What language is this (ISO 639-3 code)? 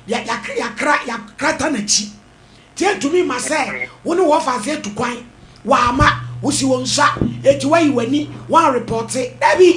aka